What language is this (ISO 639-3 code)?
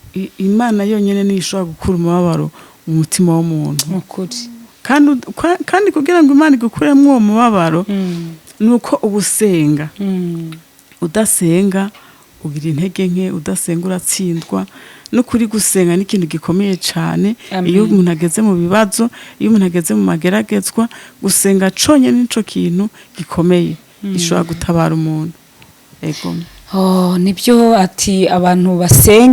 kin